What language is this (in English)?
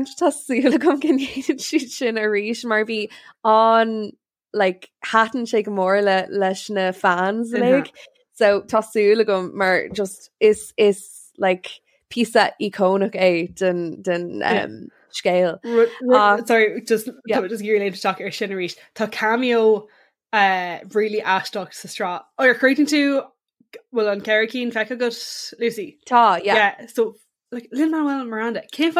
Irish